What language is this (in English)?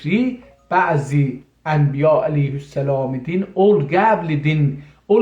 South Azerbaijani